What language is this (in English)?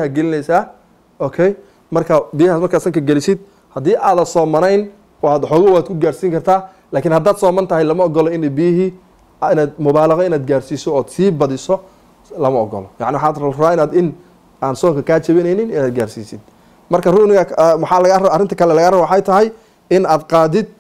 Somali